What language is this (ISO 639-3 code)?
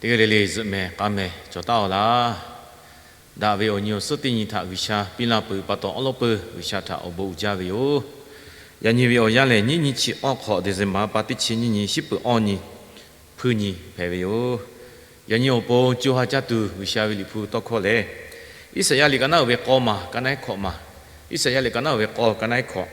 lhu